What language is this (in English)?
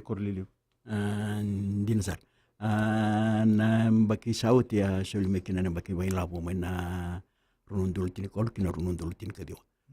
Fijian